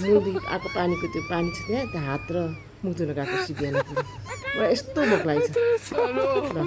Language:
Nepali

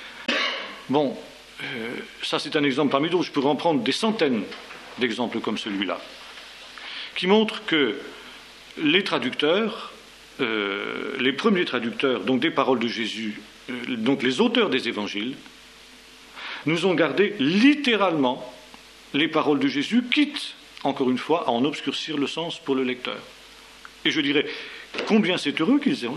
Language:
French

